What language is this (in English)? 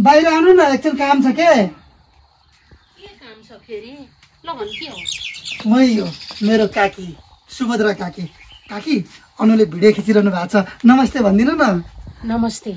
Nepali